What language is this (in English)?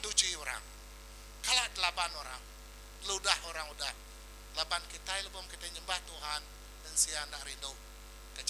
Iban